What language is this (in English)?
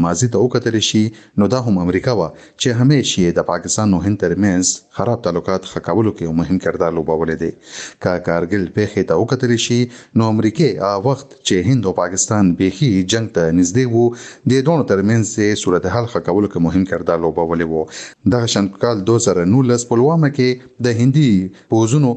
Pashto